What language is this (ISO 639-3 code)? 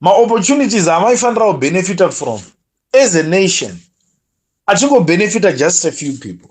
sna